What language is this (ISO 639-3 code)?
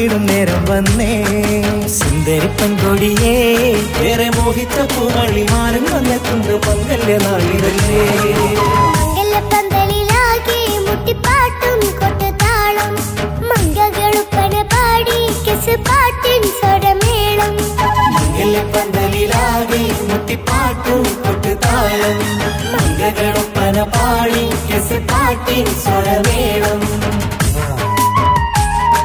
mal